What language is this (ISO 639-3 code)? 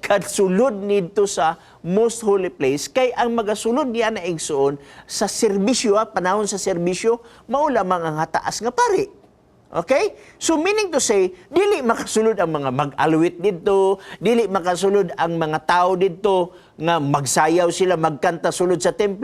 ceb